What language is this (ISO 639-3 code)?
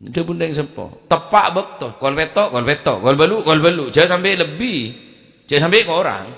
mad